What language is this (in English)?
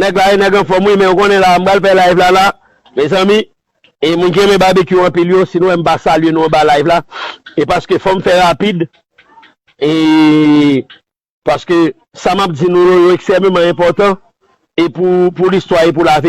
Haitian Creole